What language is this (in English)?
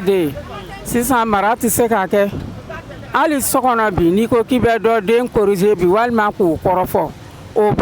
Bambara